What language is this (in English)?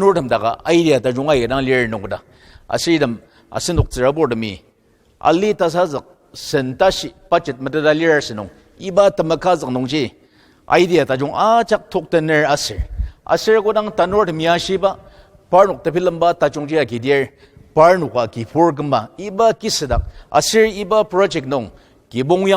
Ao Naga